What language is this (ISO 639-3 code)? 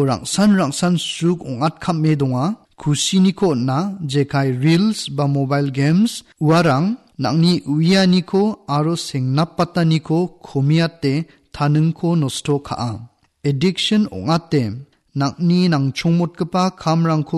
grt